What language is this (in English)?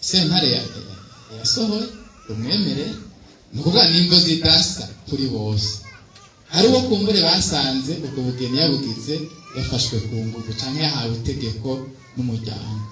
Rundi